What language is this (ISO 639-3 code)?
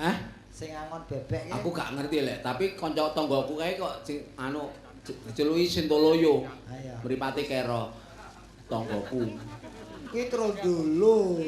jav